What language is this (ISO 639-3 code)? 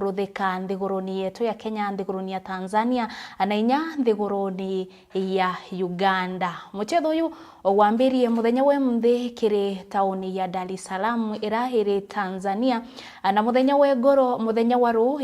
mer